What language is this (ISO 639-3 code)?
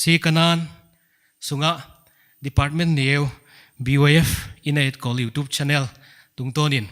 pck